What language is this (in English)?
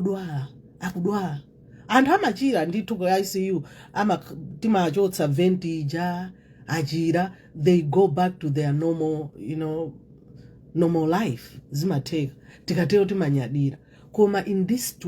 Nyanja